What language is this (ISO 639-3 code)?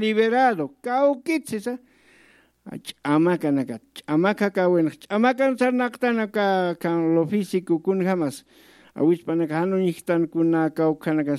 aym